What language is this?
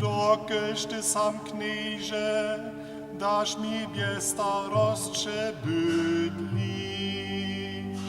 Upper Sorbian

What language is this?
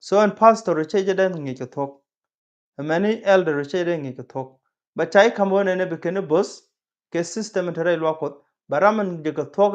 Nuer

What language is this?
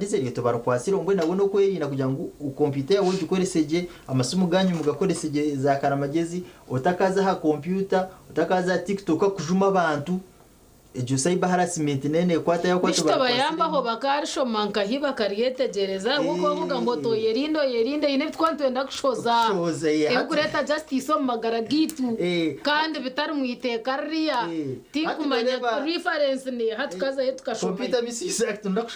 Nyankole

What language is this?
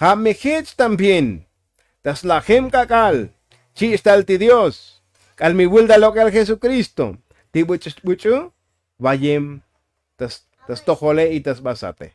Tzotzil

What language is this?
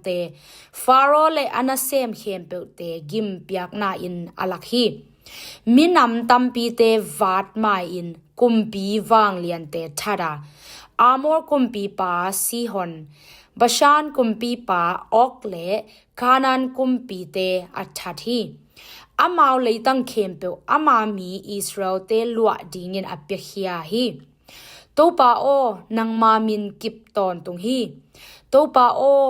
Tedim Chin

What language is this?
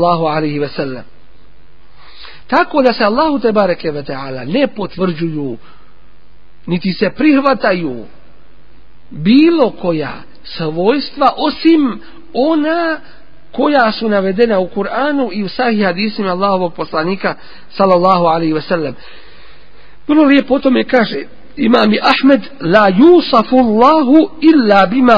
Bosnian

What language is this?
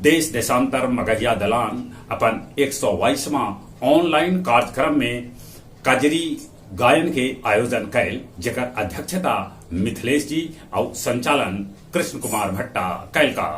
Magahi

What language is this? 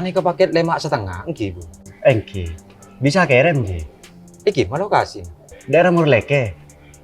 Madurese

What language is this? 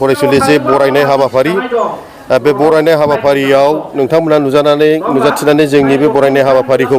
Bodo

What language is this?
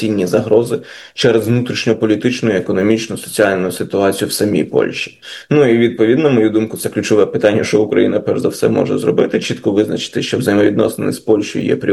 Ukrainian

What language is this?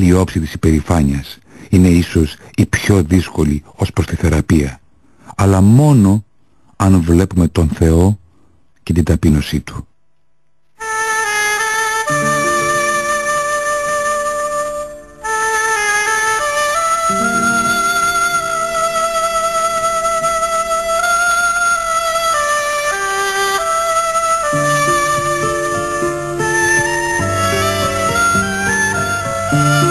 Greek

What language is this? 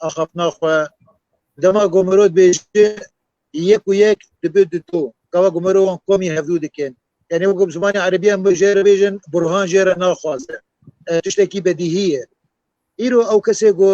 Kurdish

